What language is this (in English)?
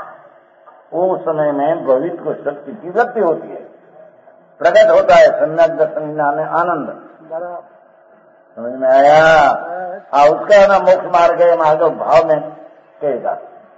Hindi